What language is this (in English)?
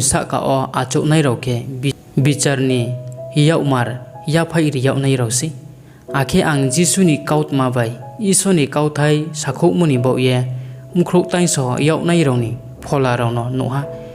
Riang (India)